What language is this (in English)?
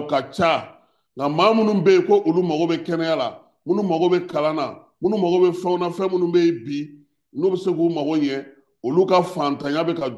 Bambara